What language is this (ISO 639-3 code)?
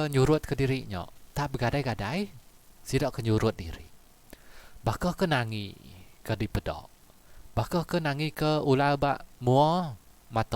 iba